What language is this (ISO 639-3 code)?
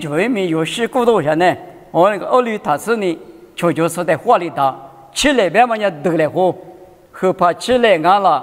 lis